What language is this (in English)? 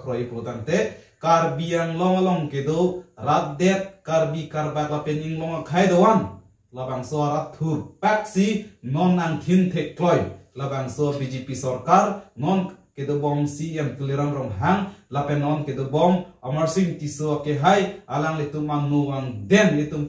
Karbi